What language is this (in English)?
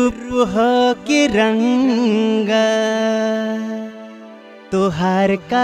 Bhojpuri